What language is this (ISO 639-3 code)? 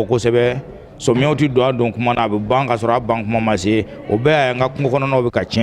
bam